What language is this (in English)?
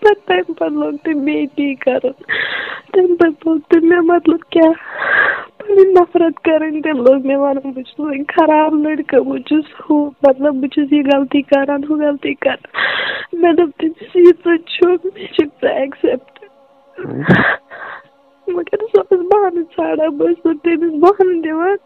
Kashmiri